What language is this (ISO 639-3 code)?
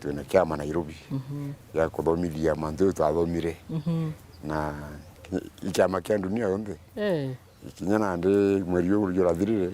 mer